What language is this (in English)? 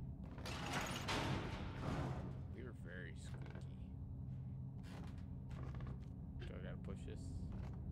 English